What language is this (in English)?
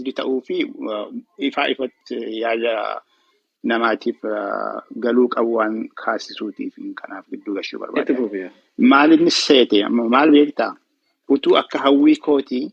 Oromo